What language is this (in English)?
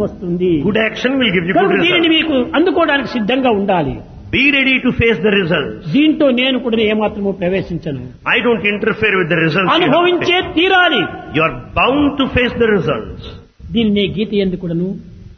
Telugu